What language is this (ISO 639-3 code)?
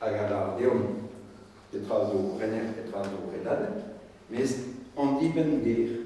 bre